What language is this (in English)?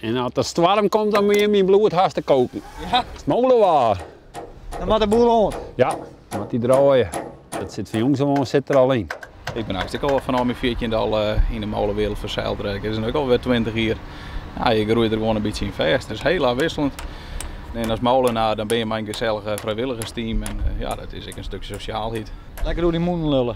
Western Frisian